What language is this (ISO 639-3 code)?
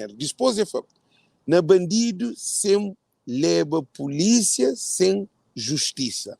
kea